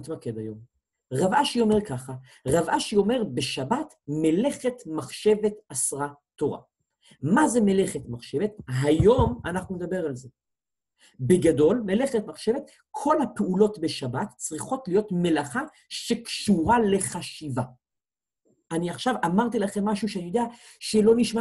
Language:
Hebrew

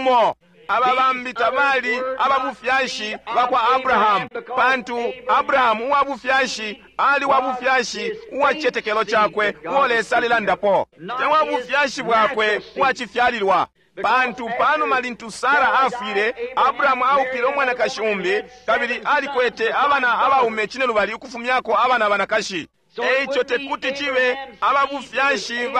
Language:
Bemba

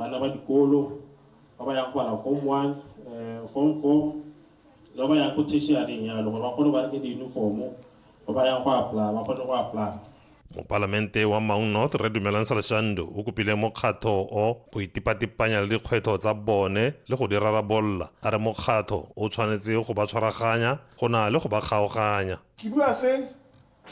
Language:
Tswana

